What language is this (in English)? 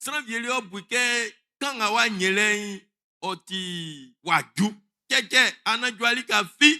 Baoulé